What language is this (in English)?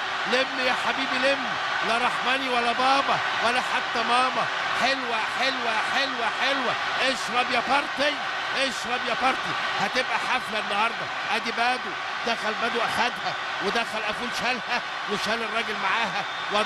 Egyptian Arabic